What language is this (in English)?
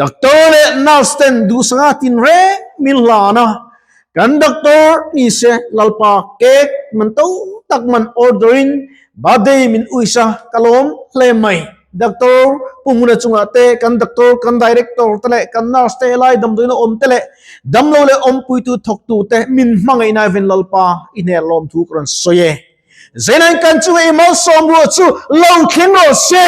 Mizo